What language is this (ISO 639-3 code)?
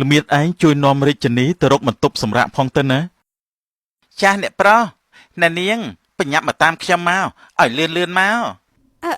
khm